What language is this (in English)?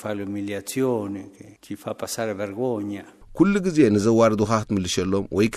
Tigrinya